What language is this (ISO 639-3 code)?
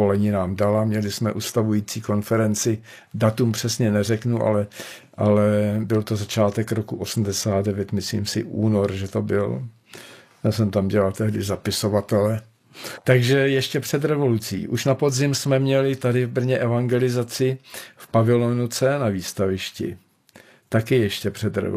ces